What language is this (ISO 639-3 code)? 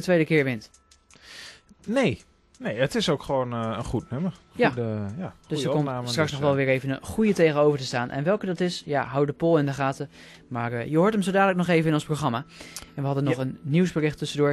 nld